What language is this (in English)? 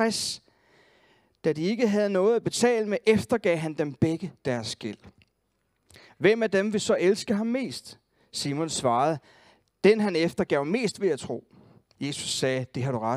Danish